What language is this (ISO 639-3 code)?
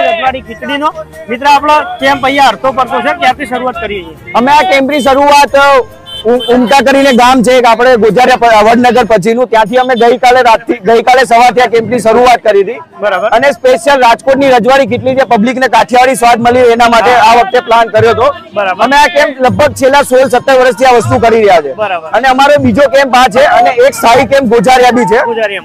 guj